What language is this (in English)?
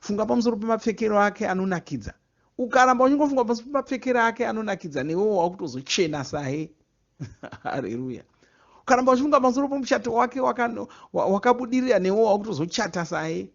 Shona